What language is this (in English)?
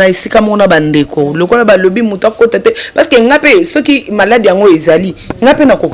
Lingala